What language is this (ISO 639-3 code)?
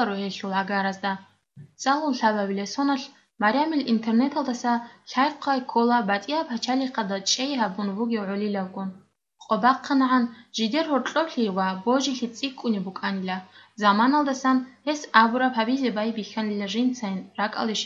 ava